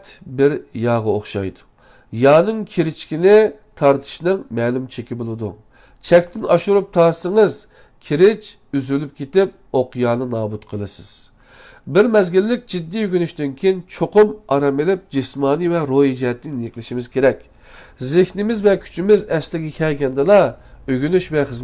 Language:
Uyghur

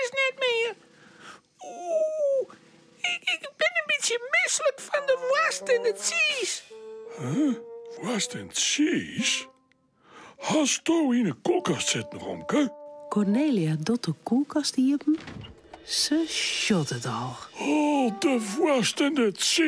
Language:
Western Frisian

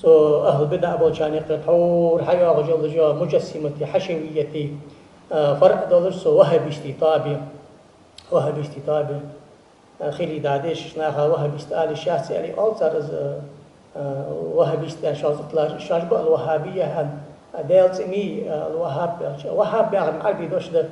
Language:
Ingush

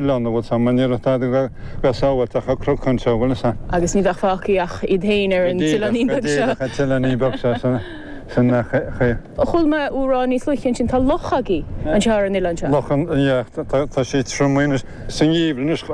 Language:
Irish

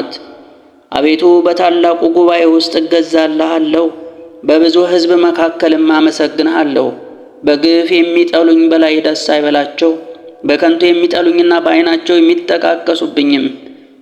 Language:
Amharic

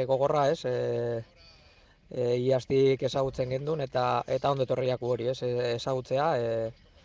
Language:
Basque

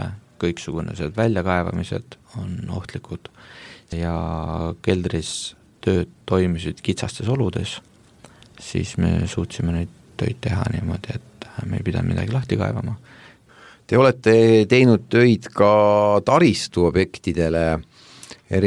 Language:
Estonian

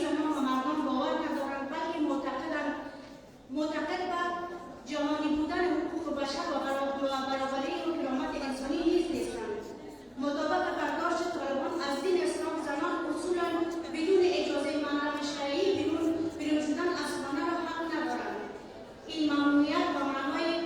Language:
Persian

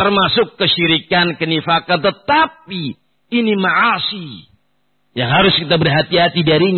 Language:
Indonesian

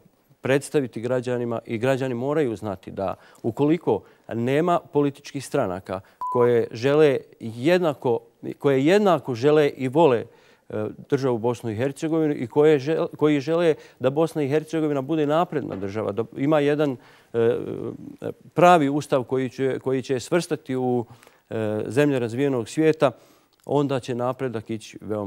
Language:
Bosnian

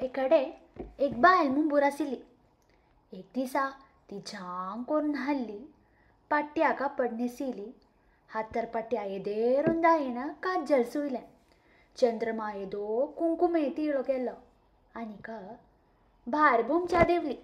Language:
Konkani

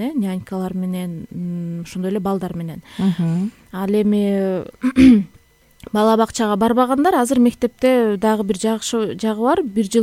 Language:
Kyrgyz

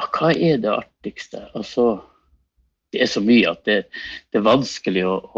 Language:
Norwegian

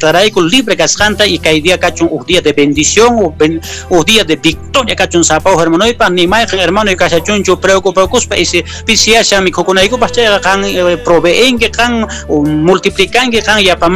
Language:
Quechua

